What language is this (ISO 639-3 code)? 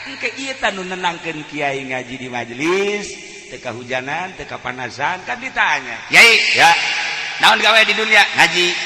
sun